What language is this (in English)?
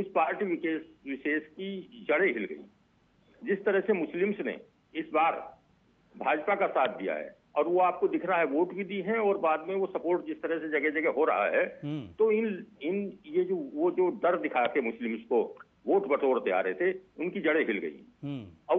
Hindi